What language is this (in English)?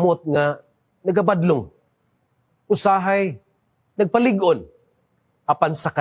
Cebuano